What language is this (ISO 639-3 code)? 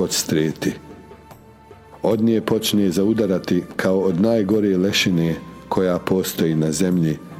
bos